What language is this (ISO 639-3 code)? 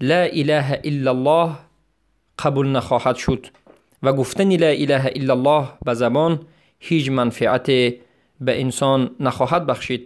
tgk